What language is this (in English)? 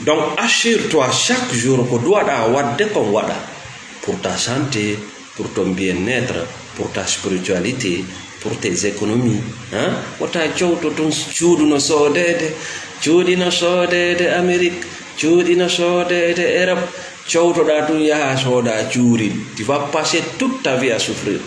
Fula